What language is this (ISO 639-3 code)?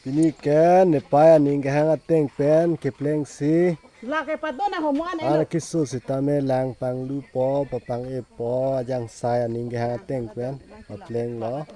mjw